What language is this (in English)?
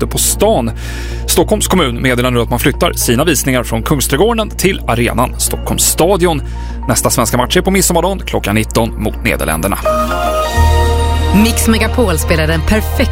Swedish